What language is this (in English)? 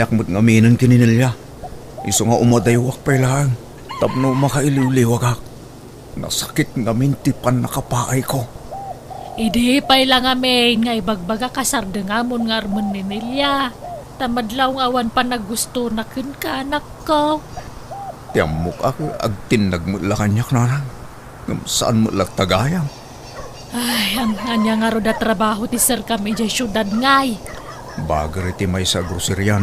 Iloko